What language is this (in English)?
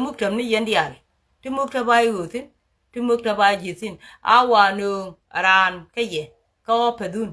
Nuer